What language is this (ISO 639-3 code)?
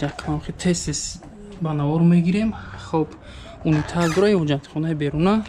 tgk